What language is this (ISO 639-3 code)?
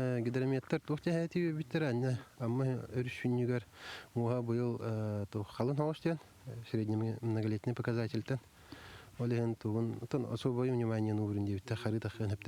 sah